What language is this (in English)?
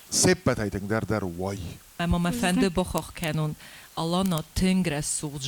Ossetic